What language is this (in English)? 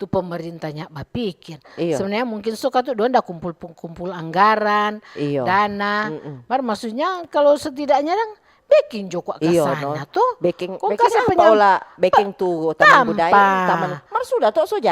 Manado Malay